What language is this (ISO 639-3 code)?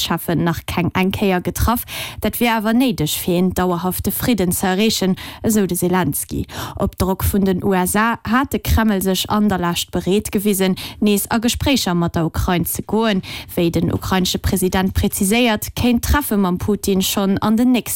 ltz